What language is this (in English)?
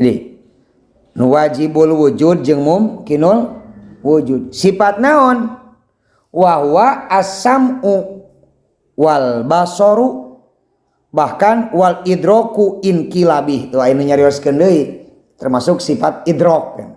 Sundanese